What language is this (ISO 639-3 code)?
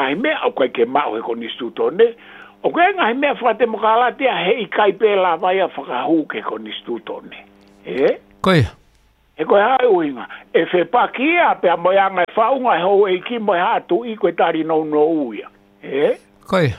ton